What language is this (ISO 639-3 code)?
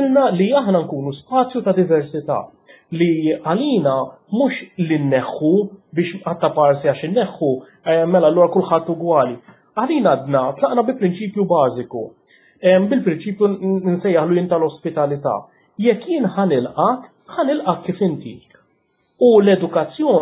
mlt